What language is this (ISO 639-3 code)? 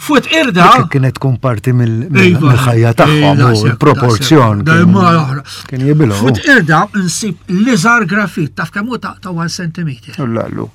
mlt